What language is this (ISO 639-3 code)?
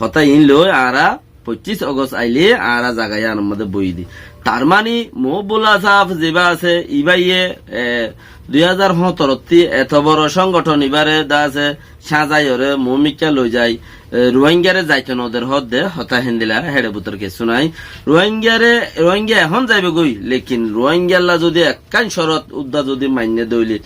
rhg